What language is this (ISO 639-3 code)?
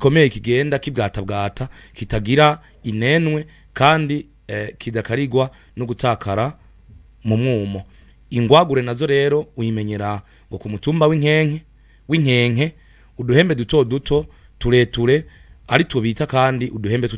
run